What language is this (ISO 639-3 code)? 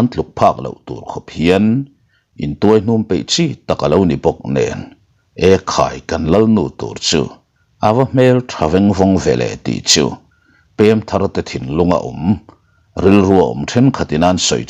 lus